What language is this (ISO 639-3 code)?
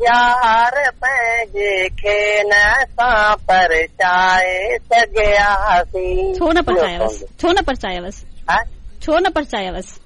snd